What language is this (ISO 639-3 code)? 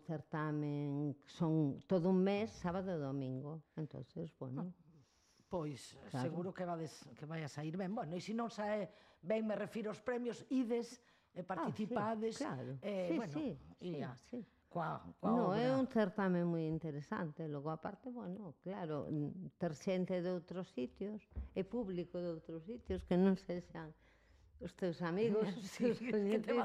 glg